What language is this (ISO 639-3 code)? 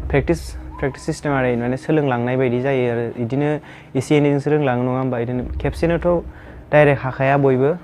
brx